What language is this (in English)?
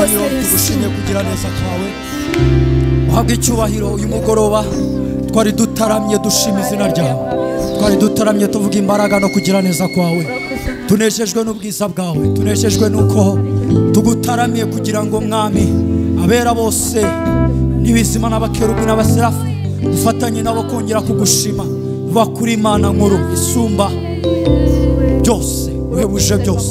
Kinyarwanda